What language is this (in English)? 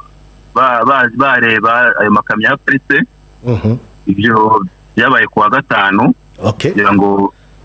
Kinyarwanda